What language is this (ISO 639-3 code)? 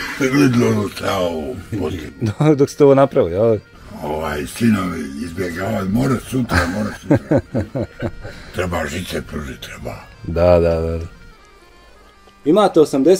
bos